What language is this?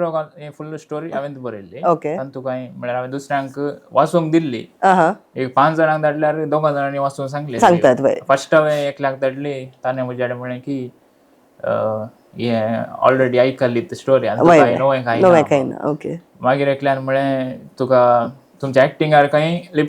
Konkani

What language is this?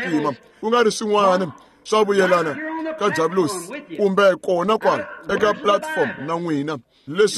Tsonga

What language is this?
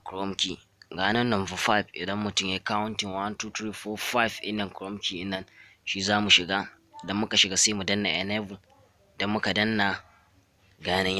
Hausa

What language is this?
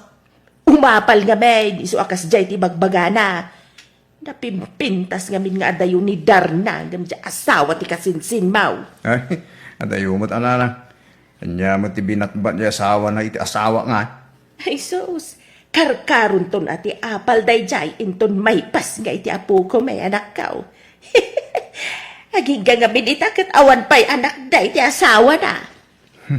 Iloko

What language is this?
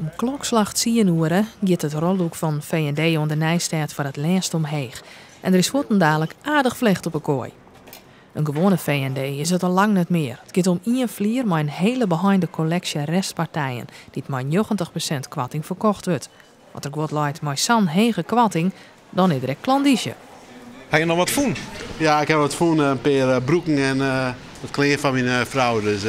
Western Frisian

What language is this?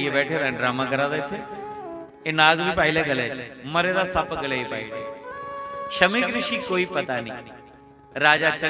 Dogri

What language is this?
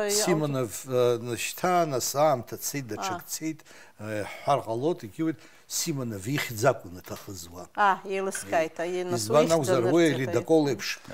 Abkhazian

